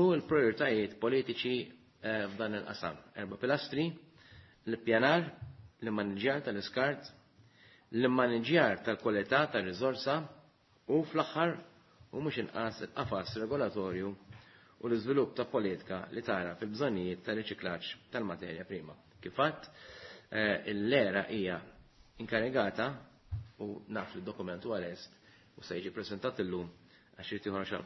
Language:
Maltese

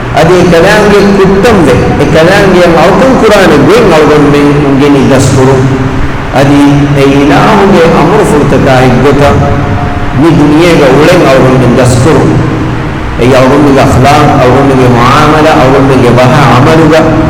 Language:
Divehi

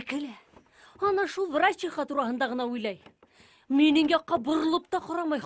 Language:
Bashkir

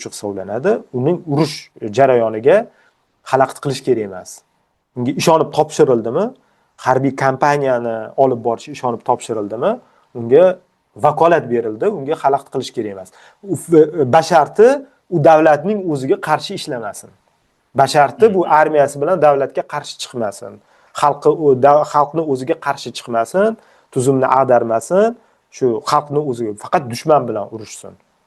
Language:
Uzbek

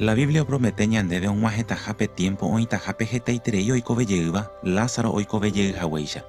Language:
Guarani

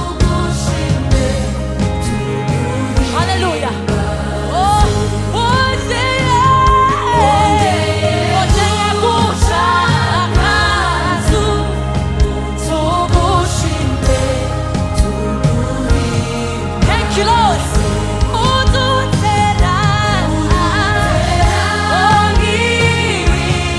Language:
Kinyarwanda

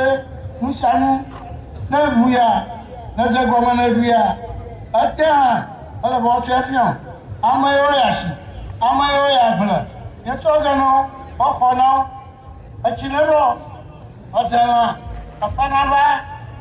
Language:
Ewe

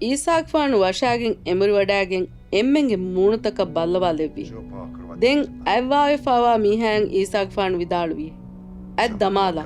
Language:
Divehi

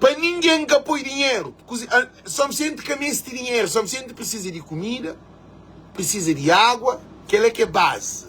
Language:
Kabuverdianu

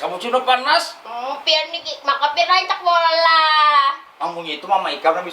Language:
Banjar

